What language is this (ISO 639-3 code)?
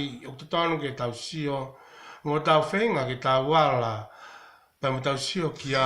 ton